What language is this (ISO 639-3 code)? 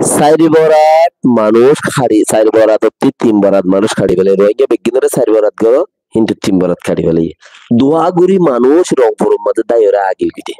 rhg